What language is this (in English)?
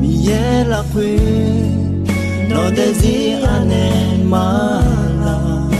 Akha